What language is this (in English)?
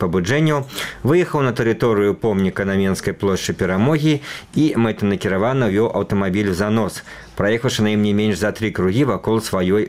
Belarusian